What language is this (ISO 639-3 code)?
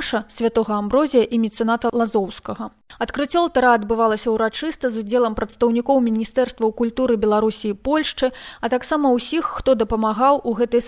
bel